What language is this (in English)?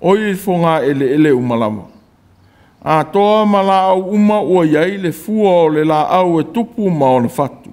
Samoan